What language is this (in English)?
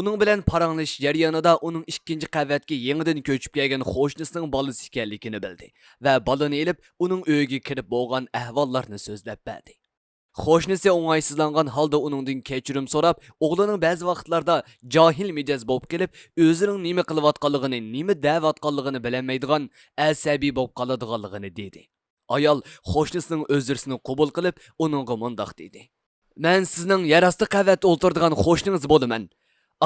Uyghur